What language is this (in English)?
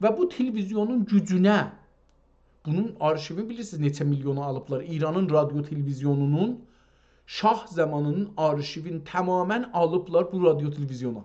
South Azerbaijani